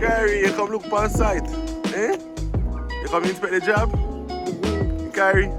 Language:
Jamaican Creole English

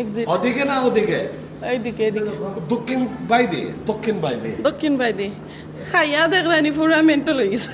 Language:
Sylheti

